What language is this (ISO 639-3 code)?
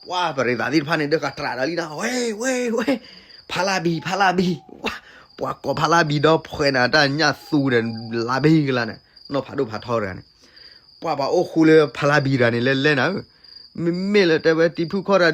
ksw